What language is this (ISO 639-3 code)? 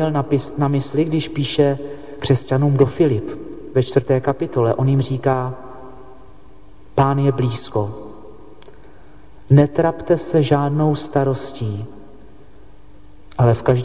ces